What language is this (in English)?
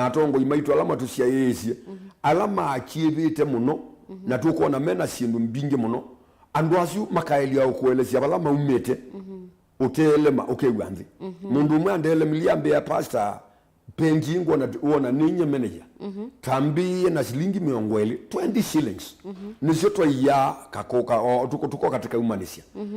Kamba